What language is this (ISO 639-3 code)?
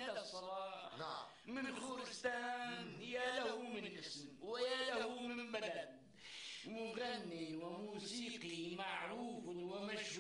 apc